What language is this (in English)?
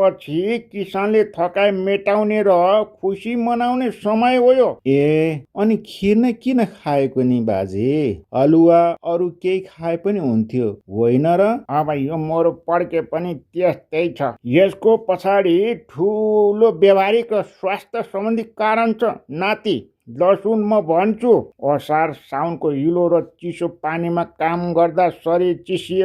Nepali